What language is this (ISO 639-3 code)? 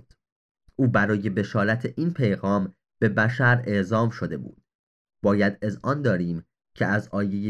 fas